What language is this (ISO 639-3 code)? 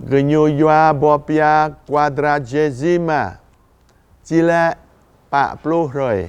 jra